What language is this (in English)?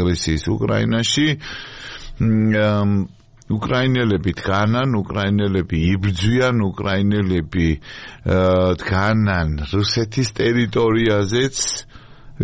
Georgian